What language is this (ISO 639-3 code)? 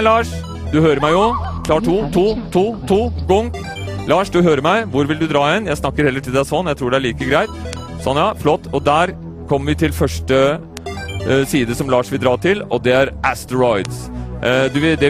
nor